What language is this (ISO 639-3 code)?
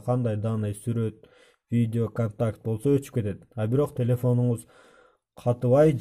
kir